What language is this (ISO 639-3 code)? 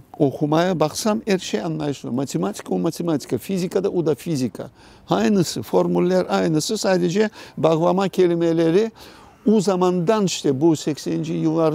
crh